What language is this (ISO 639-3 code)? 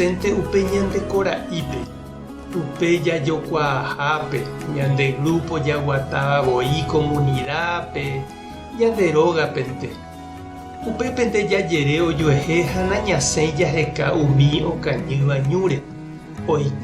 grn